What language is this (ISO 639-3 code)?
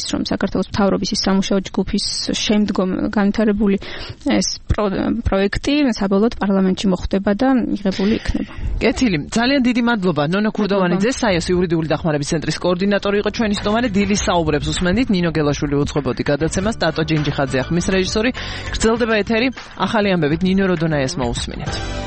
kat